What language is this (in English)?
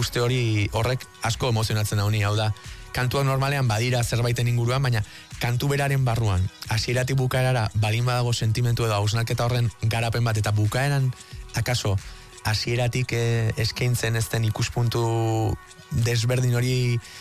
Basque